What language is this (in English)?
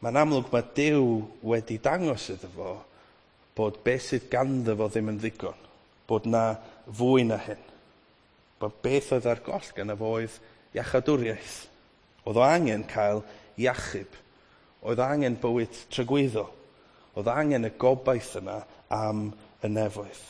Welsh